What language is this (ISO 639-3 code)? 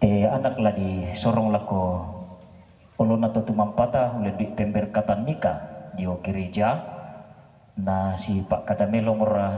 sda